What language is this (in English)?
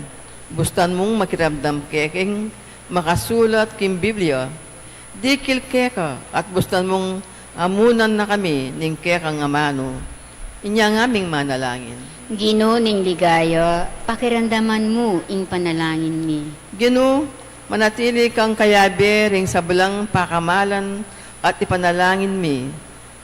Pampanga